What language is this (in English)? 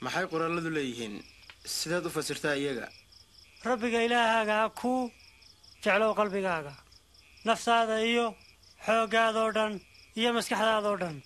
Somali